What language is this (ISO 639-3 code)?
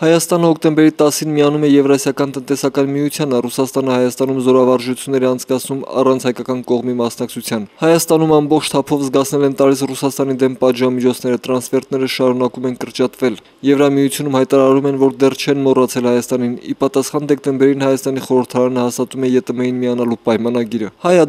hye